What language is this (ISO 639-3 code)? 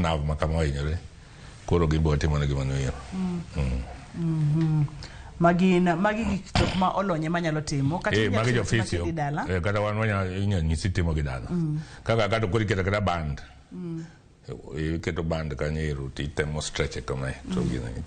luo